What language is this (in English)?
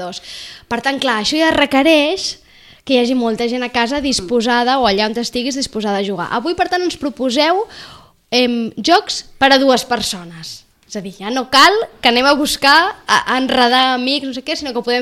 Catalan